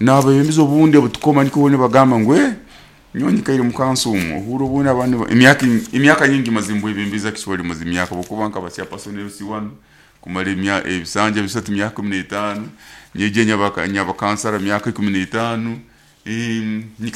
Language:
Nyoro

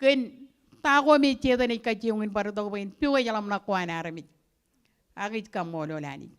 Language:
Marshallese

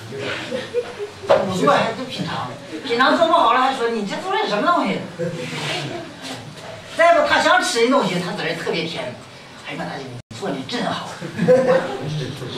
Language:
Chinese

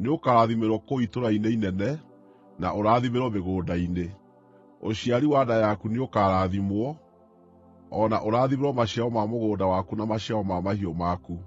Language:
Kikuyu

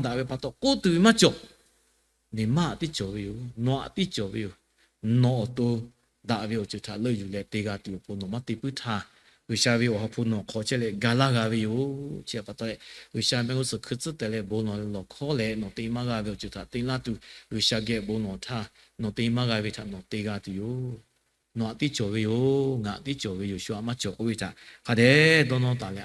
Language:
Lahu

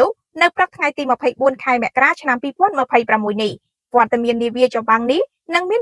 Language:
Khmer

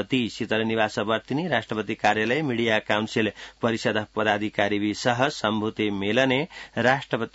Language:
Sanskrit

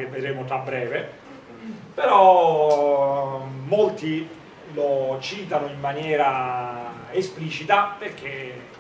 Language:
Italian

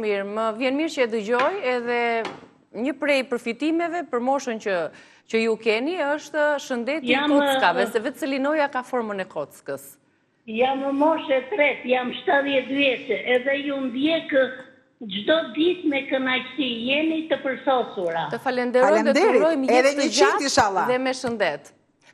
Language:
Albanian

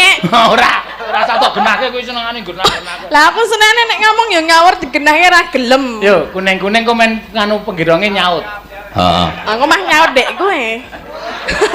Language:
Javanese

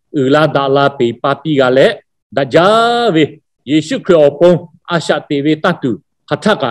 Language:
Lahu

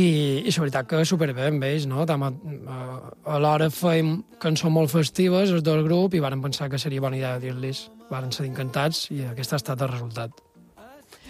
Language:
Catalan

